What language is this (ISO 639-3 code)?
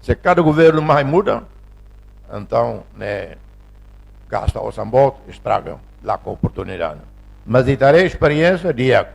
tet